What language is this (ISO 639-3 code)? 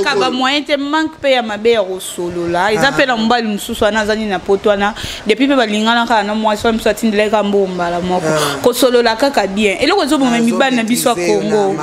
lin